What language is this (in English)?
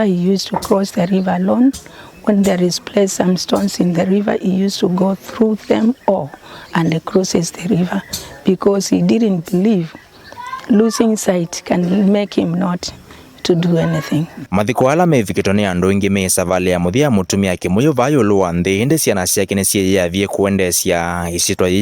Kamba